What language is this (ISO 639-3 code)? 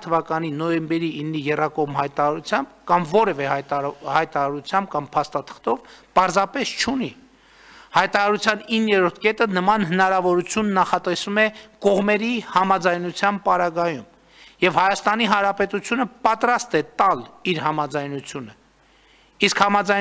hye